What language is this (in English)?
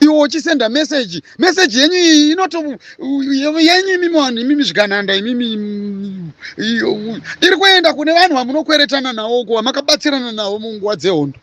Shona